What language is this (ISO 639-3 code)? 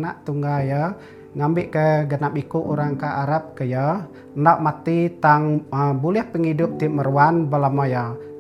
iba